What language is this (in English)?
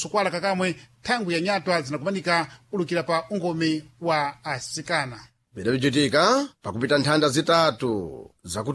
Sena